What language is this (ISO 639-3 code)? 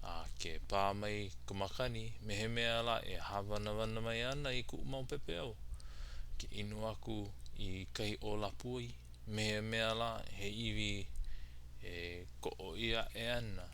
haw